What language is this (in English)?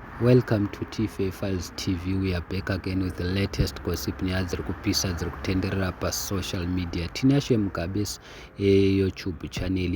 Shona